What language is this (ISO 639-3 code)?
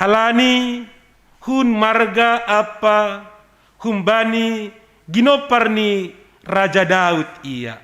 bts